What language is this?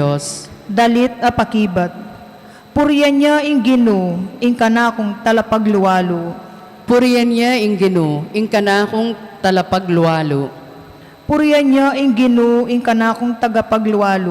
Pampanga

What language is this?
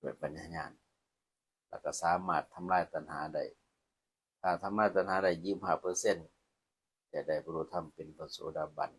Lao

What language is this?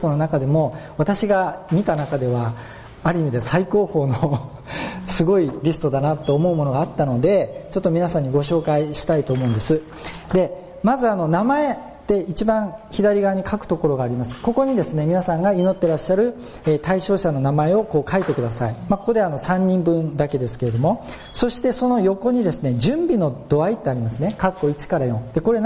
Japanese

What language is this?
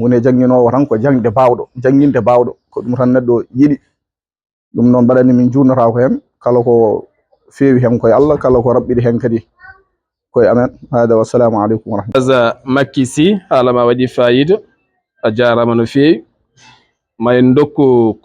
Fula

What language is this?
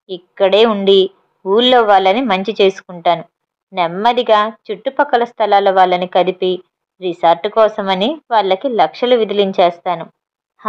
Telugu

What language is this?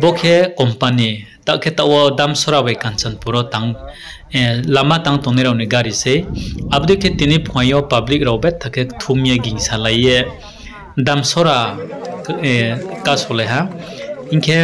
Riang (India)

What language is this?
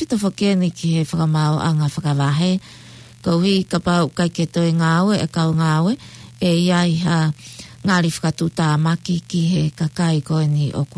Tongan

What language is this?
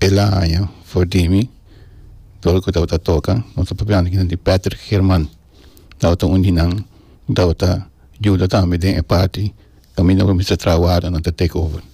Papiamento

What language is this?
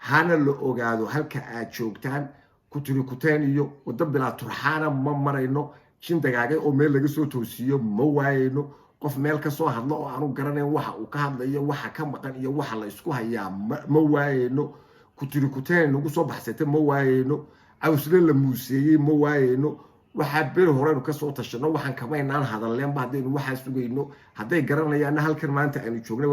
Somali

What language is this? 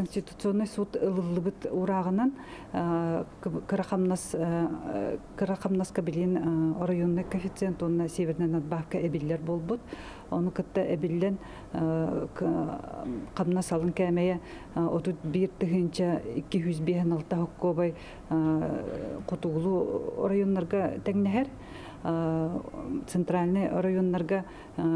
Yakut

